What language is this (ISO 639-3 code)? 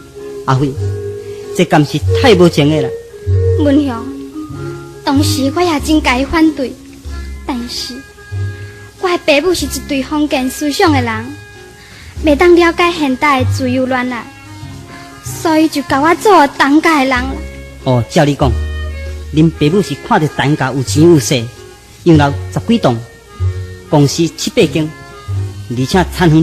nan